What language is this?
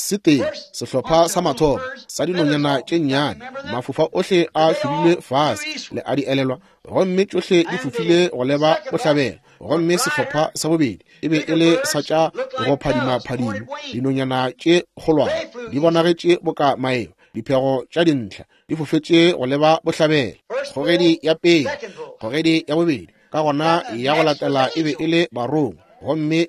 Northern Sotho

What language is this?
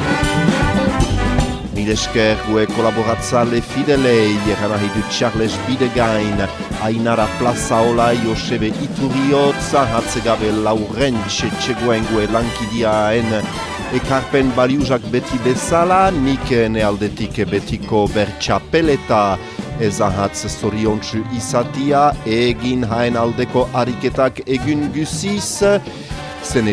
Basque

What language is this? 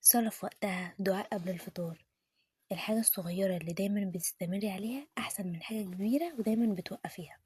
Egyptian Arabic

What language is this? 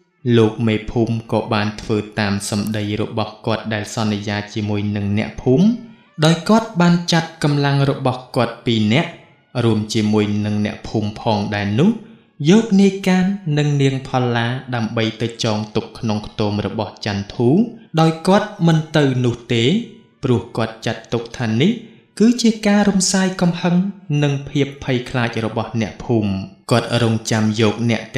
Khmer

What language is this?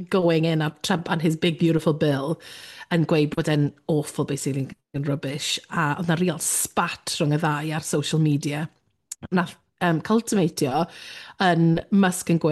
Welsh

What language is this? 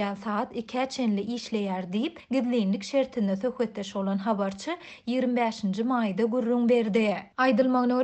Turkmen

